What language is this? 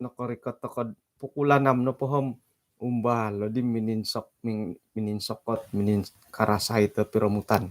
Central Dusun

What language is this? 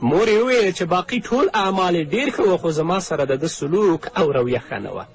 Pashto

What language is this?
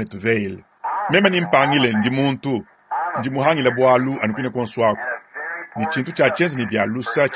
Luba-Lulua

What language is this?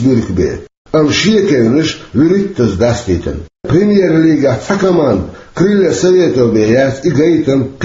Chechen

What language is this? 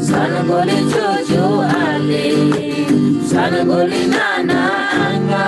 Eastern Tamang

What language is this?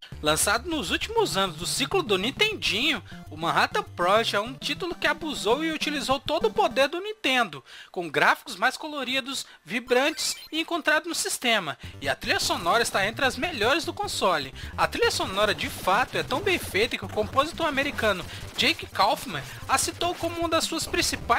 Portuguese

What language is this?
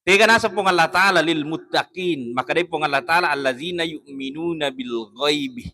Buginese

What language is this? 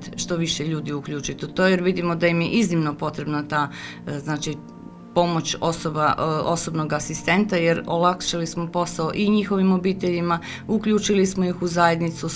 Croatian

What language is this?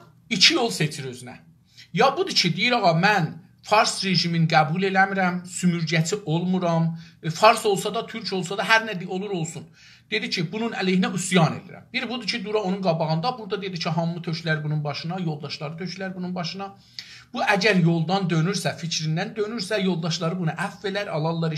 South Azerbaijani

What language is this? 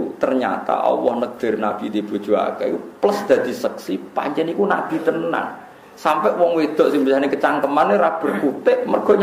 Javanese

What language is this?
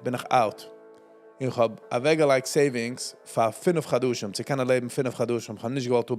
Yiddish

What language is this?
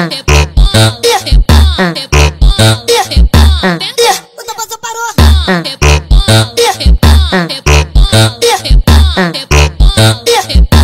Portuguese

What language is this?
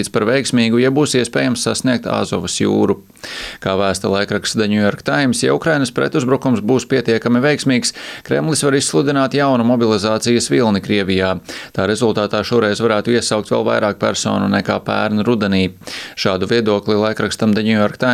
Latvian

